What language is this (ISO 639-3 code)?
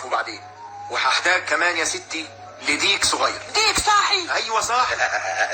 arz